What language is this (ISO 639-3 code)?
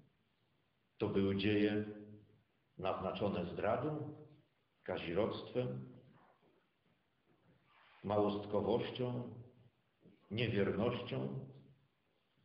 pol